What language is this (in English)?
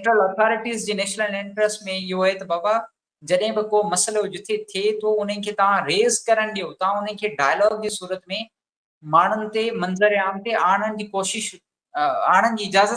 Sindhi